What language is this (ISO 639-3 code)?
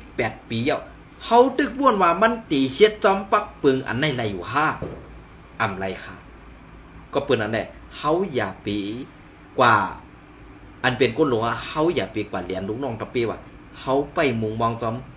shn